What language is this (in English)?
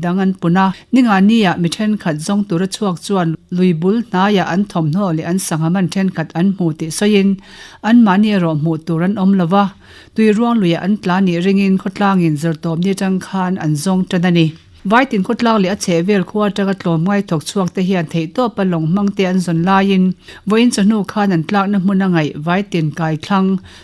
Mizo